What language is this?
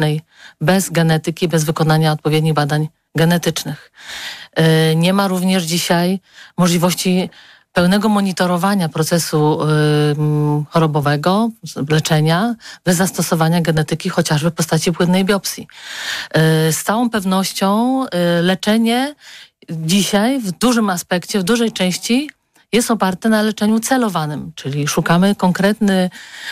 Polish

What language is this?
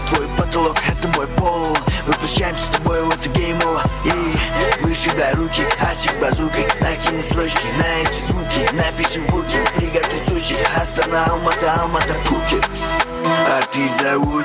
Kara-Kalpak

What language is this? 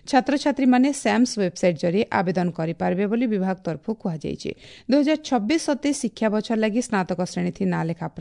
Odia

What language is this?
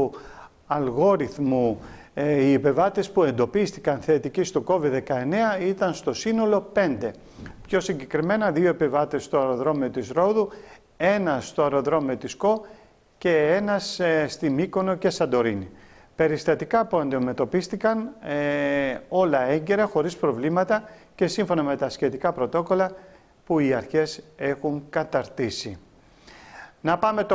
Greek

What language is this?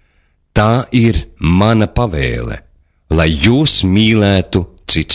Latvian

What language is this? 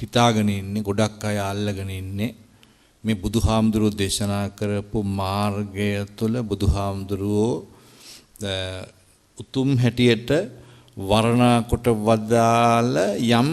Sinhala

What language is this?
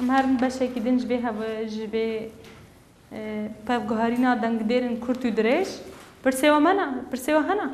Kurdish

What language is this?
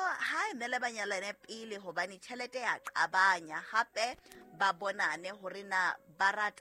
Southern Sotho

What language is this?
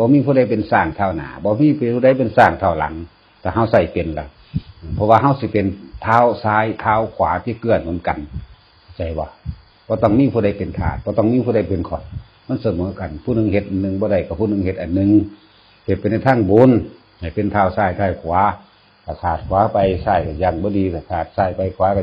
Northeastern Thai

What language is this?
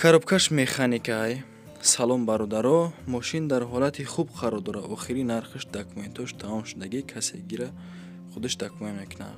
Tajik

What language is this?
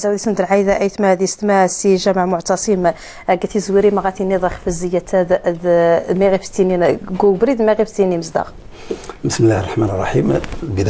Moroccan Arabic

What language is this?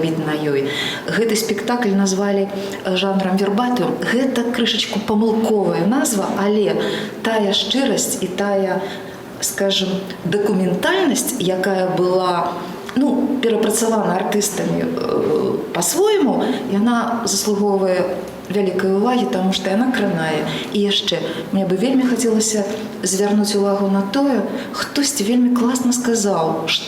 Belarusian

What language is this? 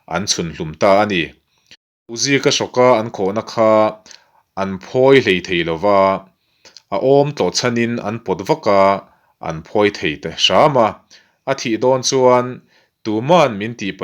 Mizo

